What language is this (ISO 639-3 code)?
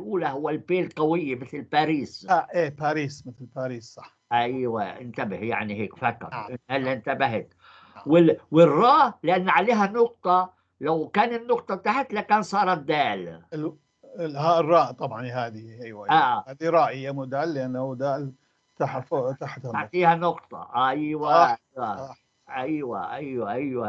apc